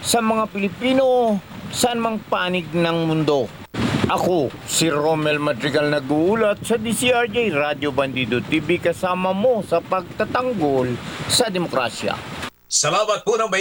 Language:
Filipino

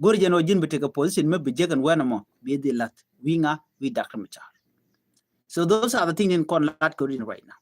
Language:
Nuer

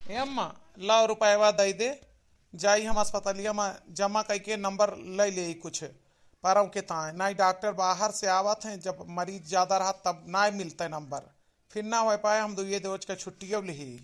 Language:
Awadhi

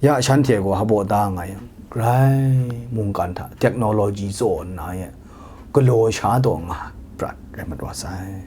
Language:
Kachin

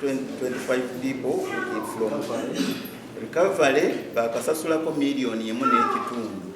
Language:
Ganda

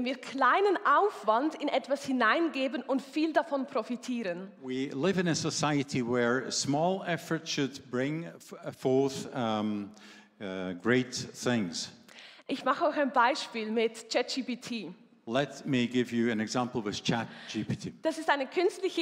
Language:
Swiss German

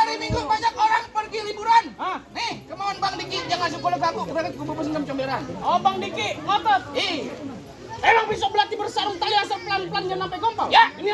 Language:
Betawi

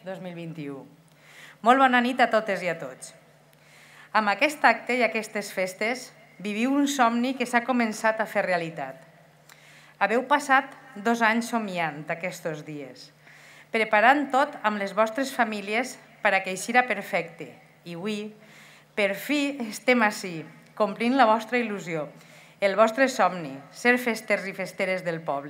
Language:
Catalan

